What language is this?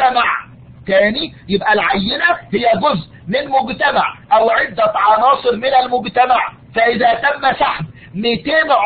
Egyptian Arabic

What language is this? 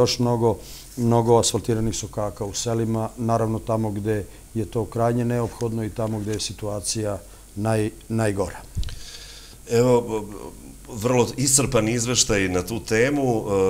Serbian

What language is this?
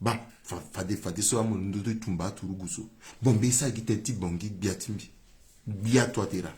Sango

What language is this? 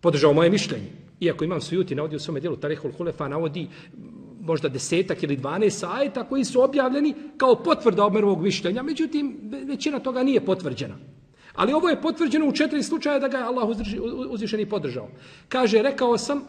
Bosnian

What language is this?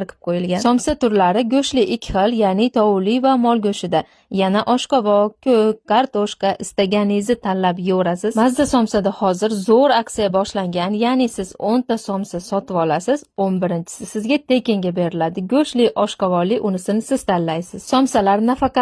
Uzbek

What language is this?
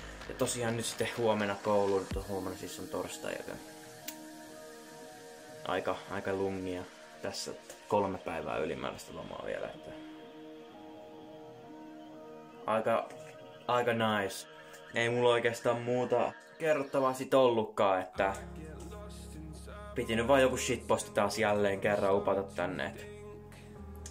Finnish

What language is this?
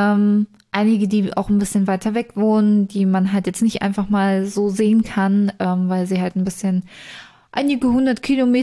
German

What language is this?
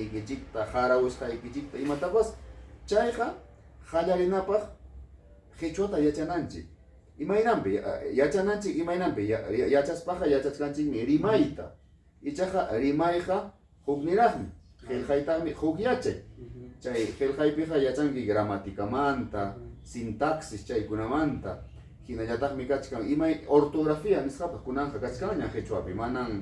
Ayacucho Quechua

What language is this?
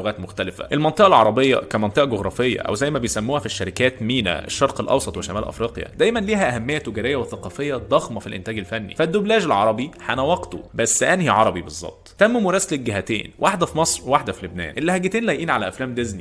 Egyptian Arabic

